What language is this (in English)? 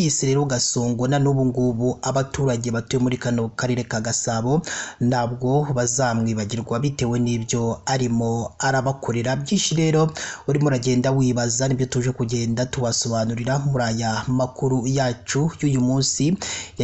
Kinyarwanda